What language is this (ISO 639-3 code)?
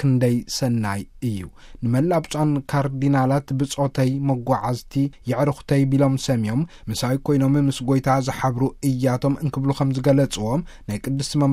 tir